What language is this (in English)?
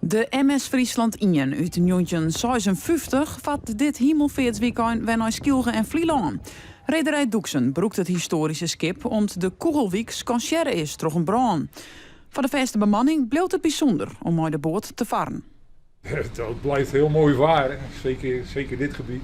Western Frisian